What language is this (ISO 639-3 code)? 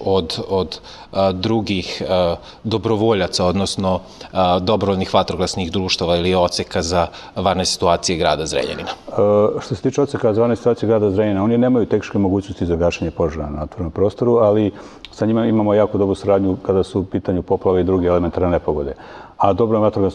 srp